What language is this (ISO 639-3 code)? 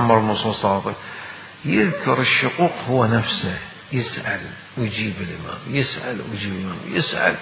acm